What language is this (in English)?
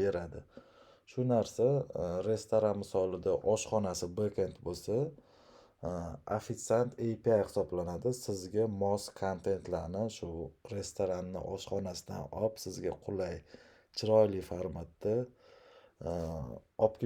Uzbek